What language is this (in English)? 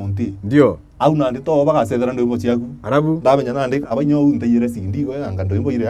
Meru